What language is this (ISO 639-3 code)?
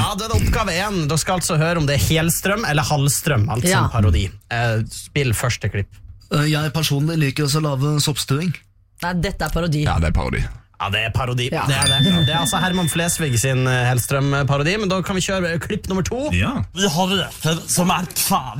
nor